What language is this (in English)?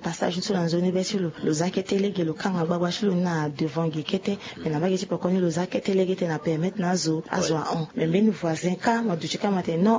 Sango